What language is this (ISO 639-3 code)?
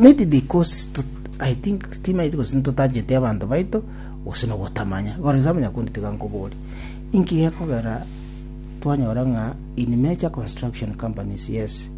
guz